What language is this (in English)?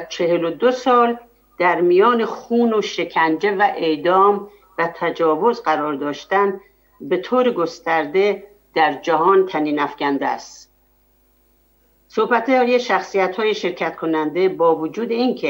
Persian